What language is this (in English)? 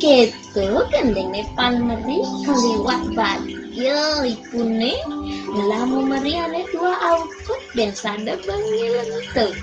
Balinese